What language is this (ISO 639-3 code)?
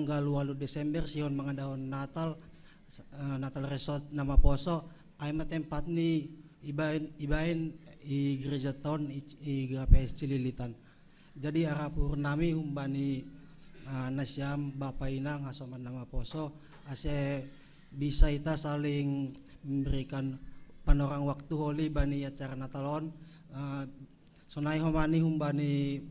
bts